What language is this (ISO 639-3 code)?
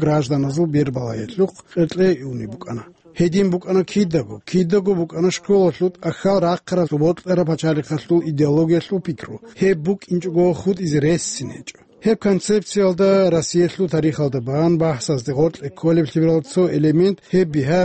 ava